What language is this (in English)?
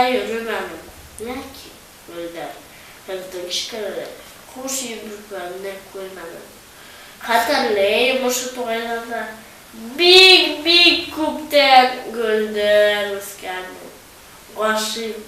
Bashkir